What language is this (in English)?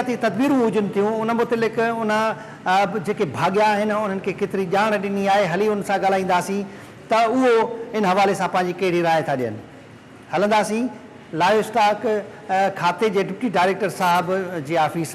Sindhi